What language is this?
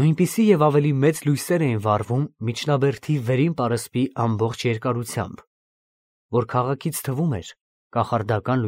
Armenian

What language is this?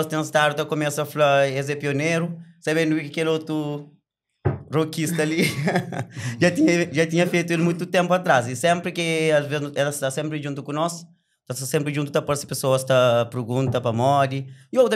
Kabuverdianu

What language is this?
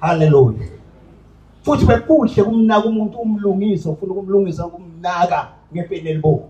Zulu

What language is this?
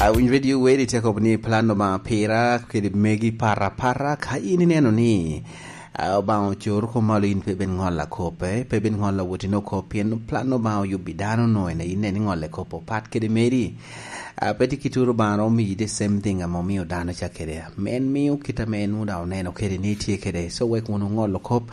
Lango (Uganda)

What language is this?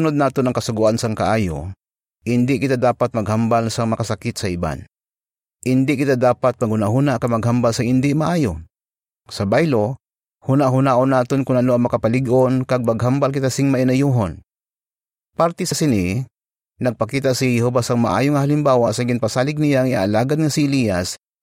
Hiligaynon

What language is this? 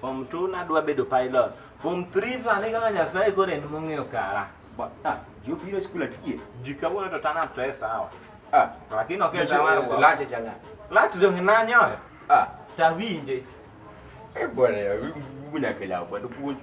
Luo (Kenya and Tanzania)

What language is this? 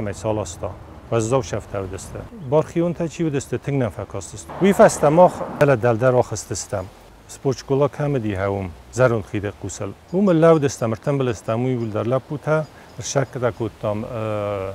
Ossetic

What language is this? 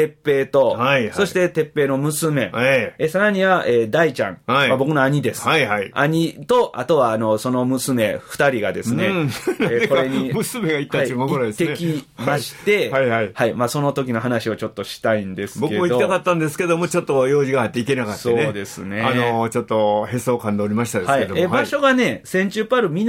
Japanese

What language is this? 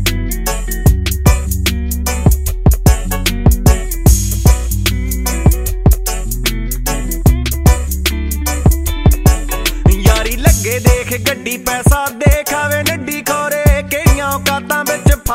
Punjabi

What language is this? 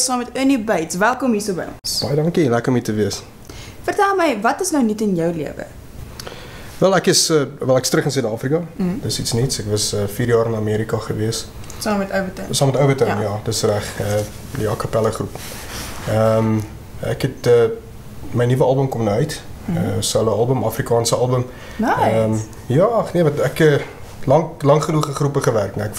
Afrikaans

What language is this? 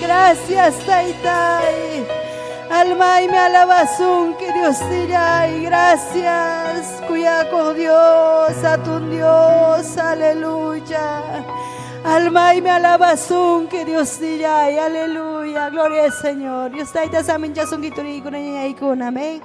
Ayacucho Quechua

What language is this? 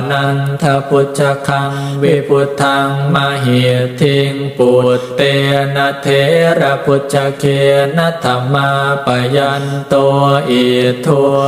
Pali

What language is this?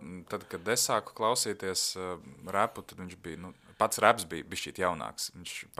Latvian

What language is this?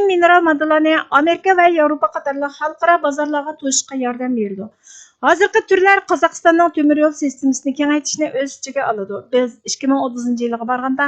Uyghur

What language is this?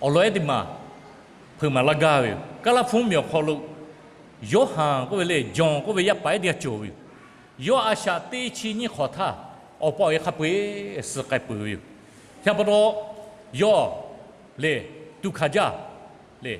Lahu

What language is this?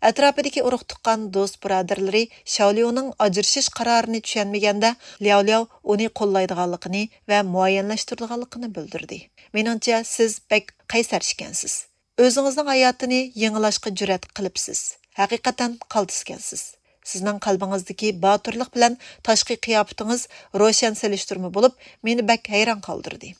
Uyghur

